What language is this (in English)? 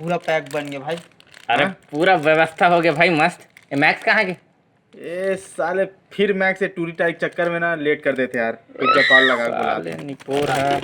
Chhattisgarhi